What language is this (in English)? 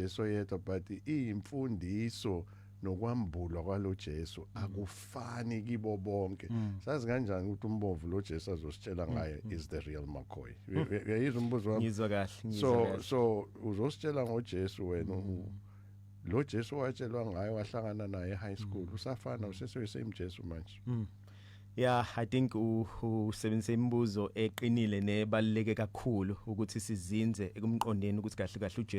Zulu